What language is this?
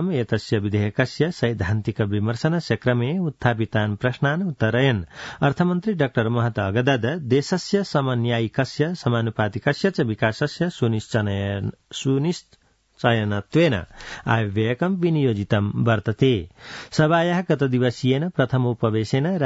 Sanskrit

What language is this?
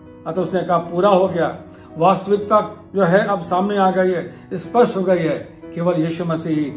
Hindi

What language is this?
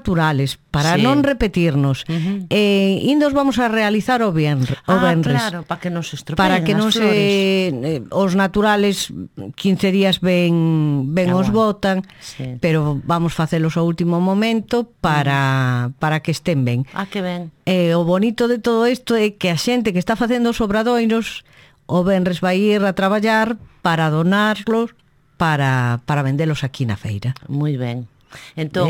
Galician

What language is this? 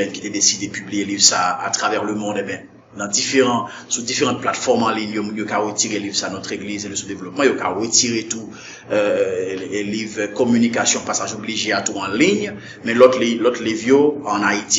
Haitian Creole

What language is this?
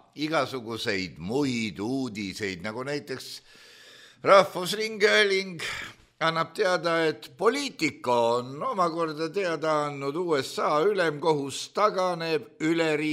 Estonian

